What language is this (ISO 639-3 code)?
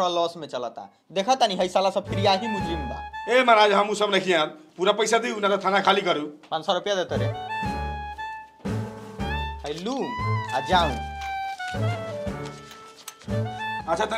bho